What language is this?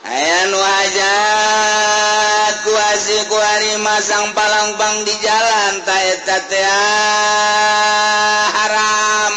Sundanese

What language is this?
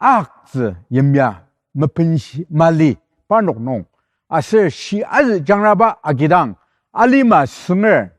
Ao Naga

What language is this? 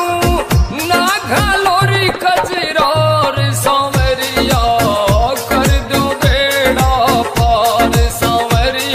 Haryanvi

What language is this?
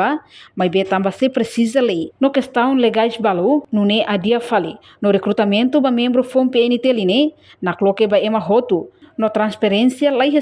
Tetum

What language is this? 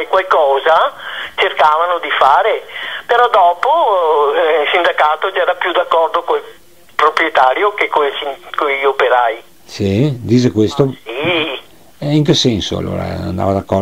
Italian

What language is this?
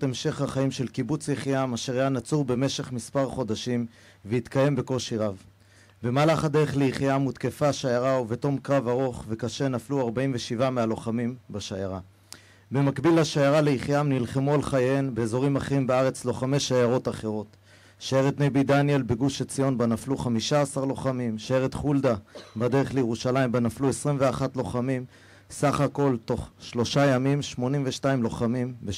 Hebrew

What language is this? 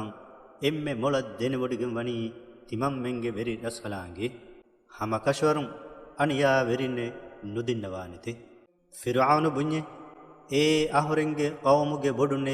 Divehi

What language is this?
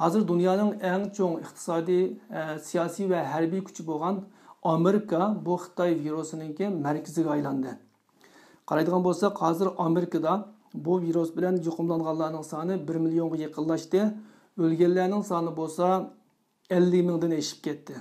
Uyghur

